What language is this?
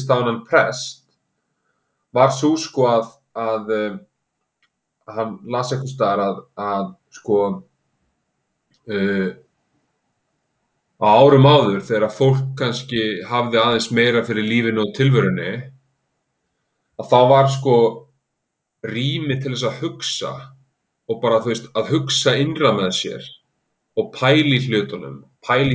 Icelandic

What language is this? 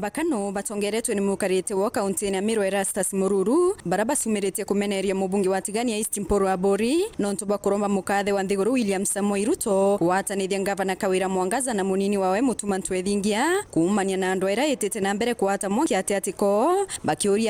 Meru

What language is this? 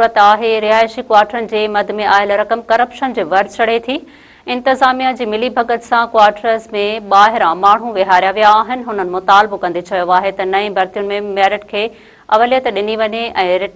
Sindhi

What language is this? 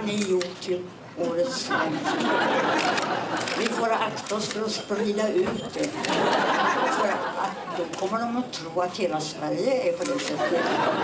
Swedish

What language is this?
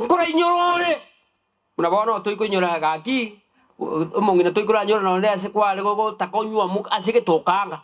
Gusii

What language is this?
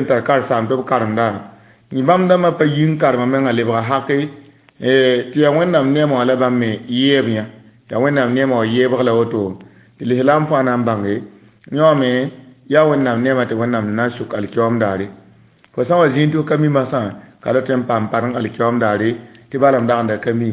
Mossi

